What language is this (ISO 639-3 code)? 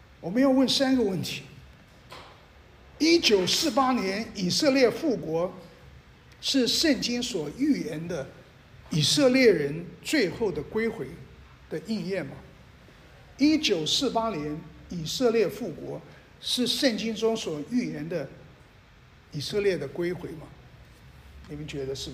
zho